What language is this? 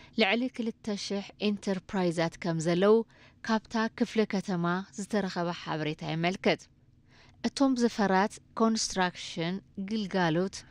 Tigrinya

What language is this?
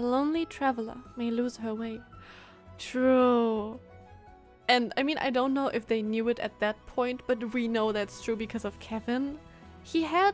English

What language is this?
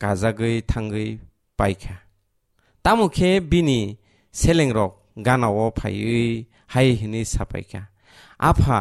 Kok Borok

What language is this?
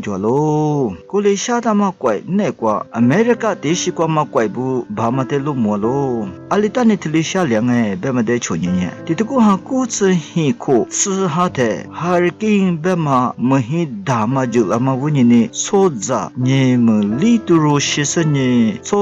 Lisu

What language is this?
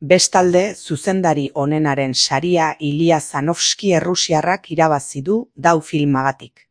Basque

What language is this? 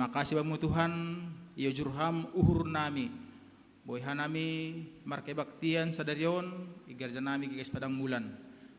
Batak Simalungun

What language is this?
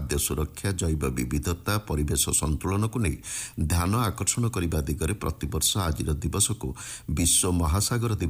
Odia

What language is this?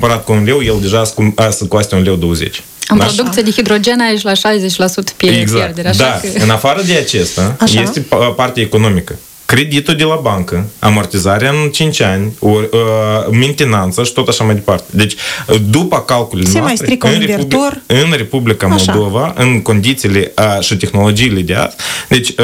Romanian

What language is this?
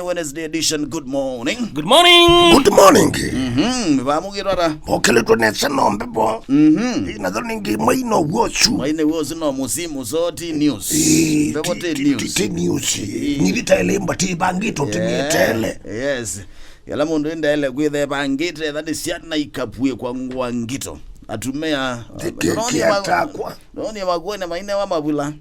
Kamba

